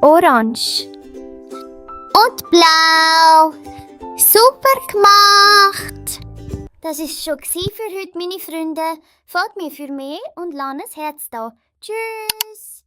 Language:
Swiss German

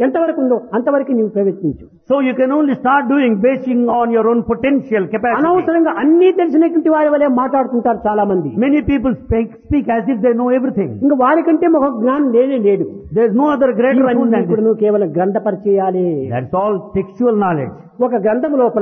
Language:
Telugu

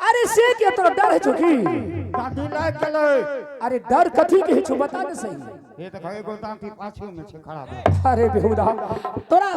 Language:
Angika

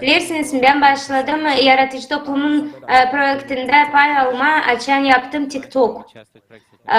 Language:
Gagauz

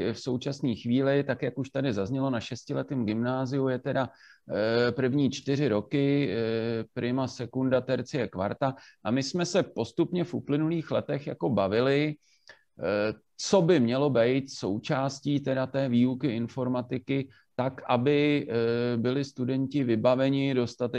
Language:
Czech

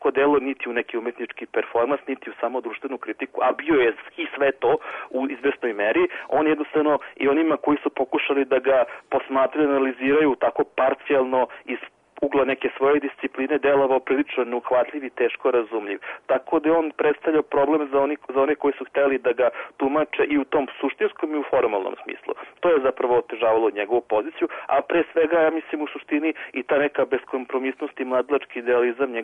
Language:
Serbian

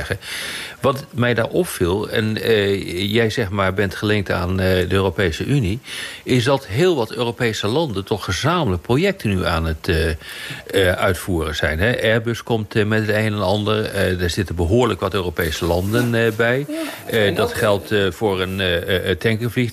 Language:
Dutch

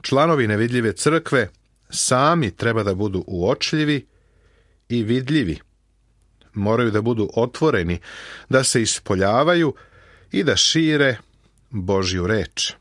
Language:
Serbian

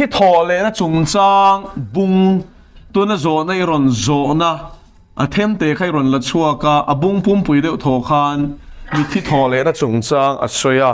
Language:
Mizo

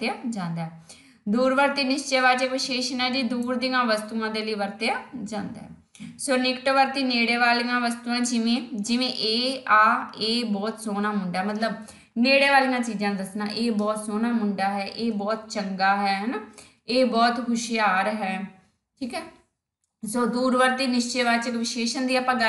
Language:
Punjabi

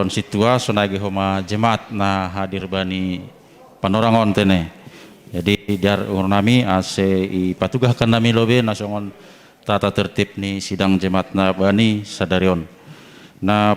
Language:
Batak Simalungun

